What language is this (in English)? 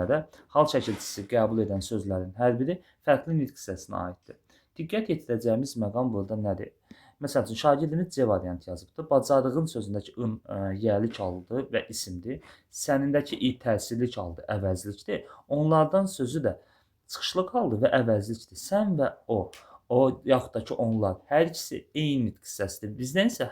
Azerbaijani